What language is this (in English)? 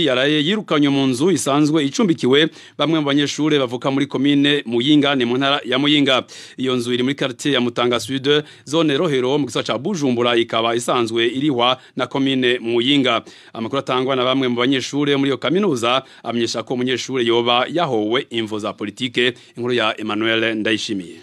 Rundi